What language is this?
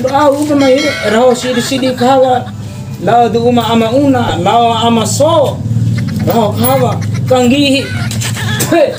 Bima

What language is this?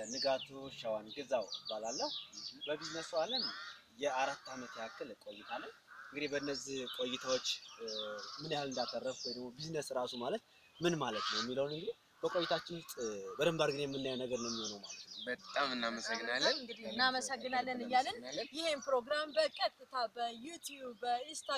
Amharic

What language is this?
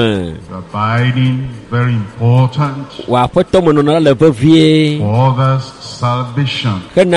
Ewe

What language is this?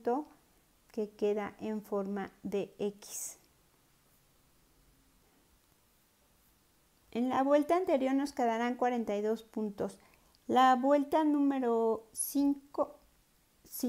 Spanish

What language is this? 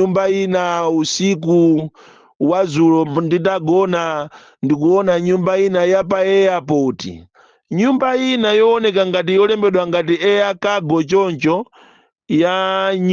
Nyanja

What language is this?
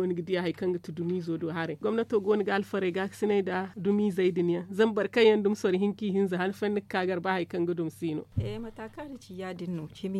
Zarma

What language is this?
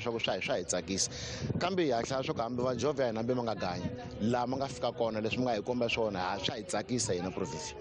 Tsonga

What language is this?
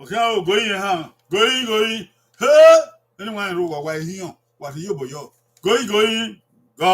Bini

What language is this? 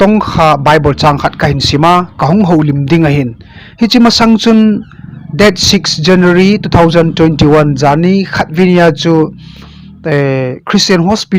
Thado Chin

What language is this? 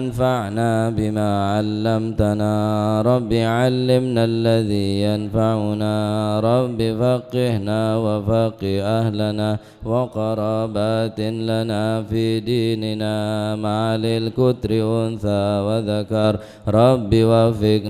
Madurese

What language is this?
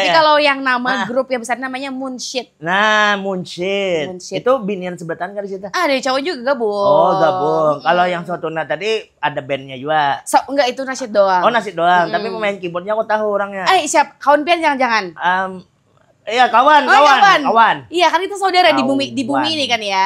Banjar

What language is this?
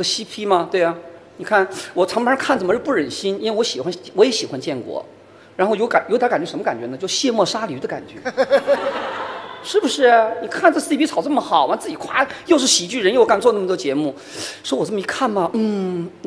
Chinese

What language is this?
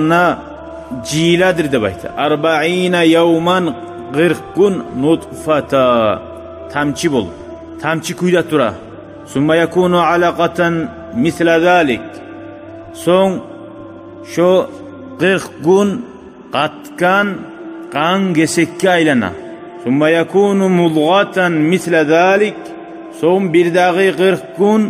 Kumyk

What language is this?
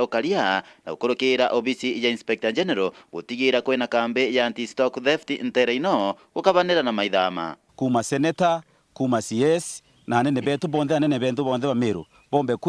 Meru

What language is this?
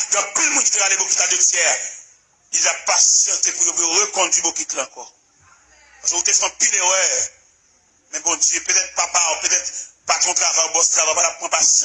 Haitian Creole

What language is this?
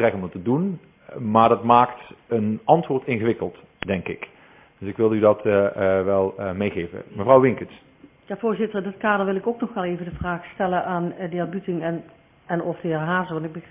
Dutch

